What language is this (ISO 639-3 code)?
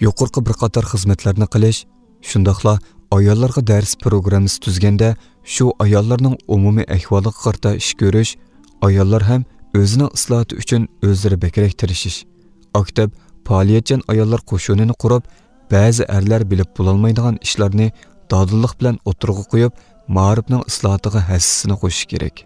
uig